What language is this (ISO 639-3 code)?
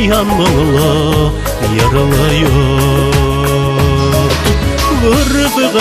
bak